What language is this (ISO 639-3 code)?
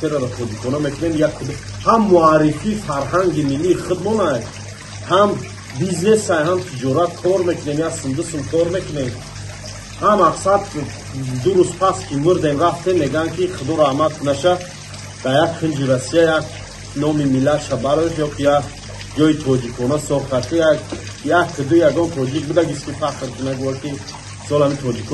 tgk